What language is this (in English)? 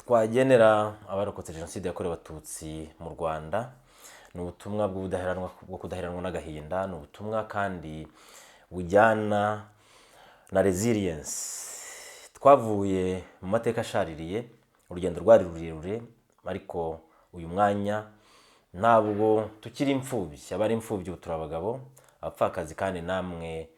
Kinyarwanda